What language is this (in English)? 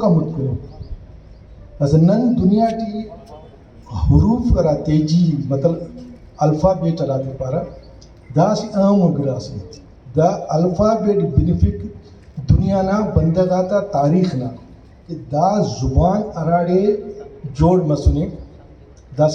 Brahui